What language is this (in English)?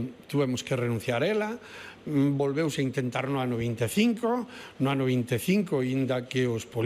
Galician